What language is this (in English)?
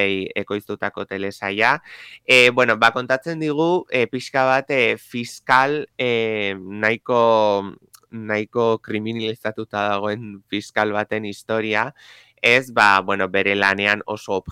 Basque